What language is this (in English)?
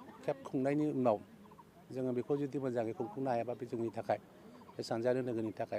Bodo